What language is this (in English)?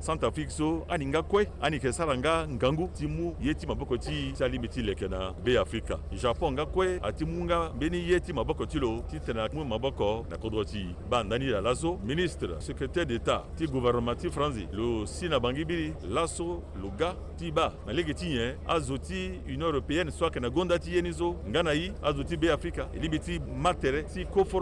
Sango